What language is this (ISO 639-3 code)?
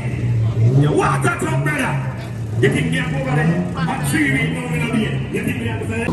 jam